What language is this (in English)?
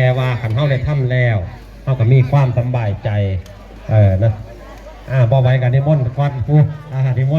Northeastern Thai